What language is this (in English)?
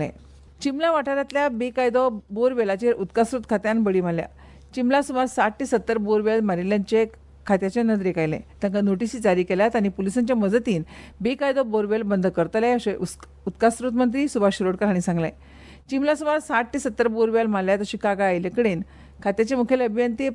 Konkani